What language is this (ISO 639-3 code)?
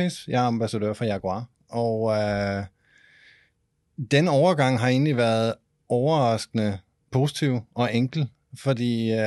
dan